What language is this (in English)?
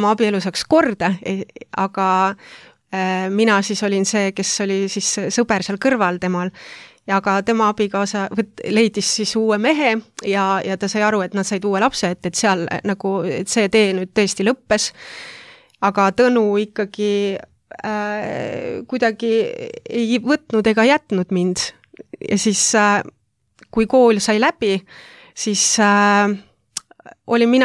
Estonian